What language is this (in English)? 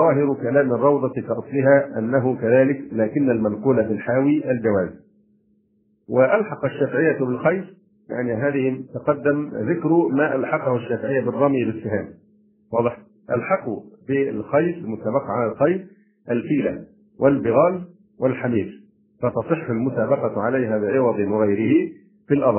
Arabic